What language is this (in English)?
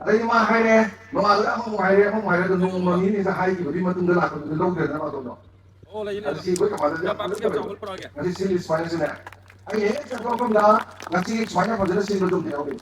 Manipuri